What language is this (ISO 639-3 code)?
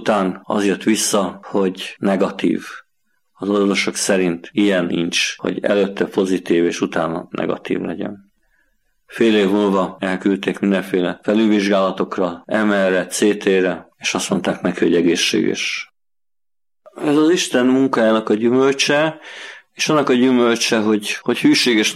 hun